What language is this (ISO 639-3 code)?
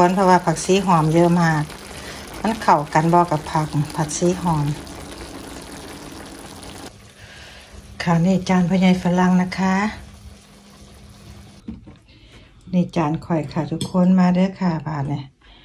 tha